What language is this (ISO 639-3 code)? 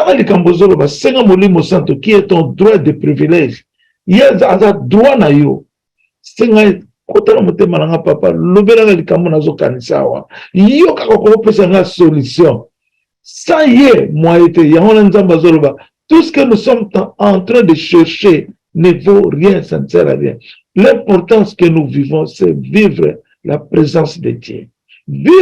lin